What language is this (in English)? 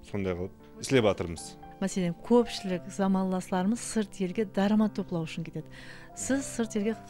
Kara-Kalpak